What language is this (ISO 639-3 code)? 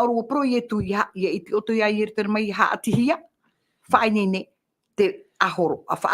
tah